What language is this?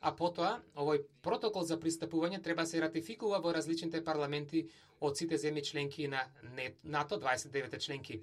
Macedonian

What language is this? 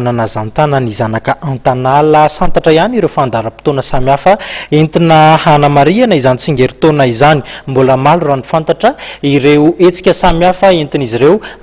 Malagasy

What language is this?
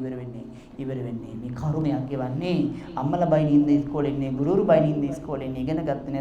Sinhala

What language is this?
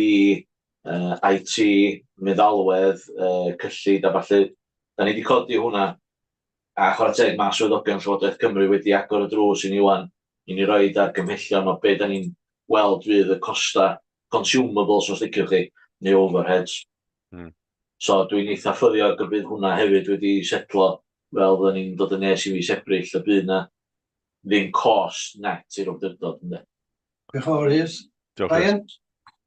Welsh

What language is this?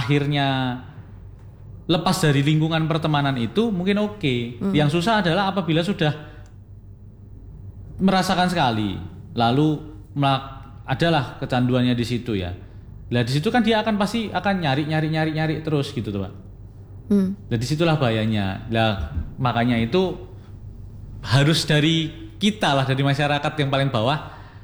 Indonesian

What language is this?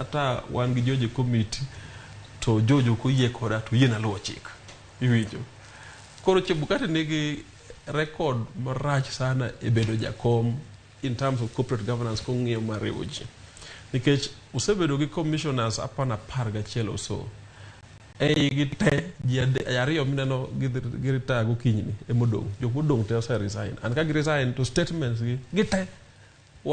Luo (Kenya and Tanzania)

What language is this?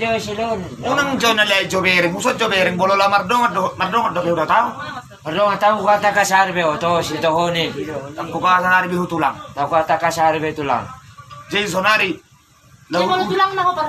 Batak Toba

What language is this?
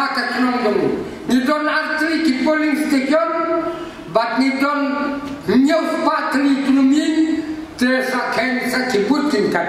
Khasi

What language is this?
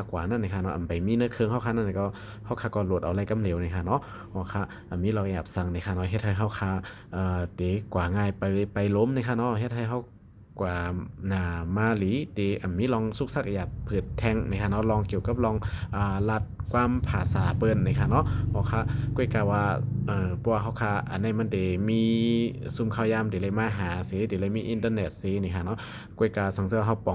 Shan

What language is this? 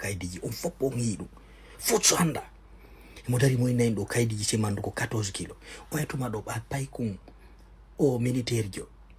Fula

